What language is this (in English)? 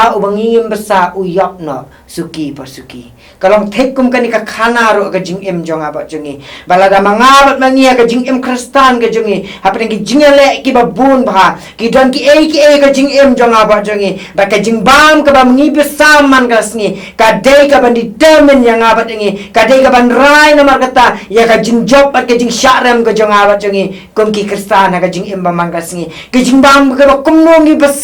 Khasi